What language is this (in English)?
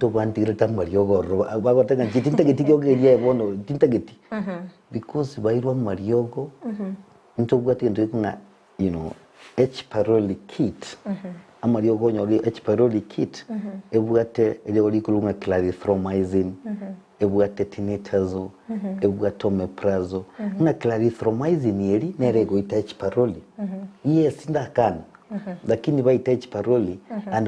Gusii